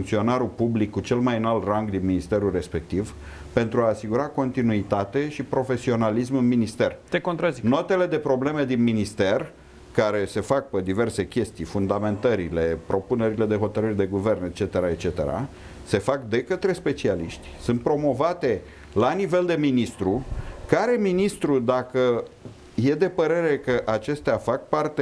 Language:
Romanian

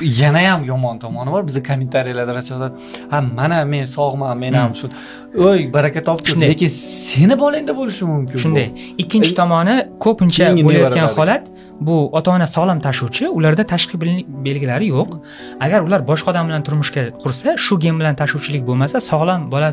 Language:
Uzbek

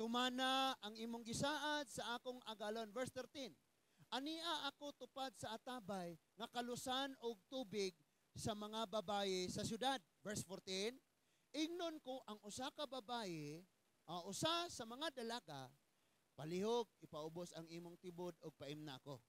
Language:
Cebuano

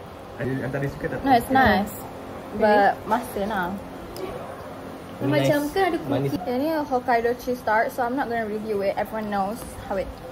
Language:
Malay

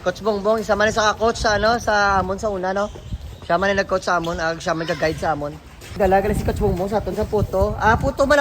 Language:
Hiligaynon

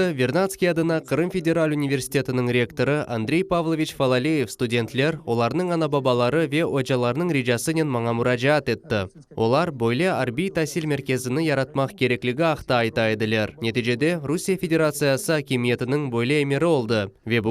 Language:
Crimean Tatar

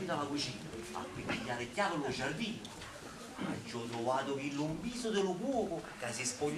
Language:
Neapolitan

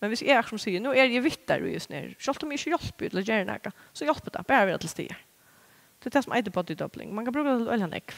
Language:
Faroese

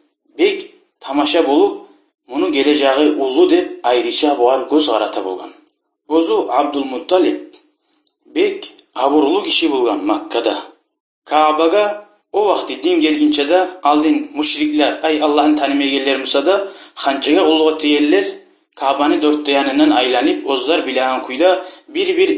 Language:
Kumyk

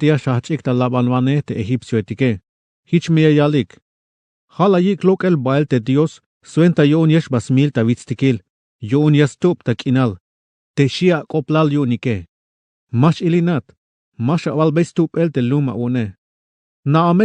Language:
Tzeltal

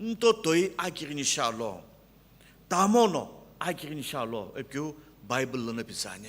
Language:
Sumi Naga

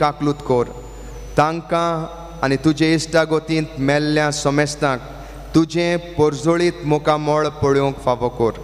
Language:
Konkani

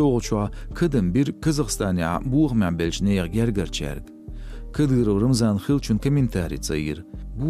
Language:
Chechen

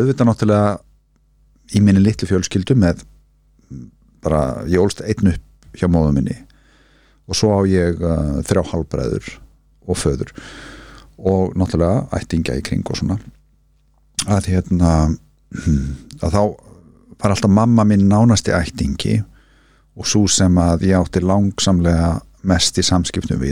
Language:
Icelandic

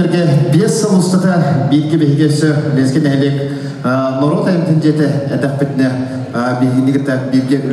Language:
Yakut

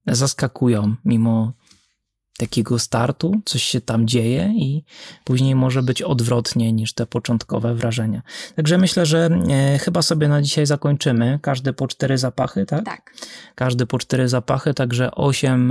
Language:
Polish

